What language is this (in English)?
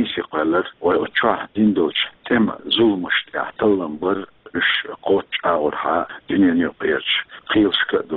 Chechen